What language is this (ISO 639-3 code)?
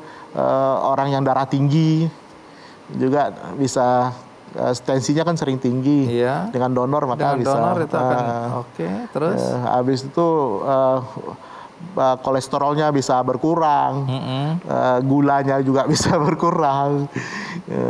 ind